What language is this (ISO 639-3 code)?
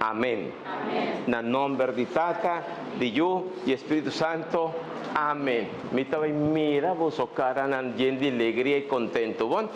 pap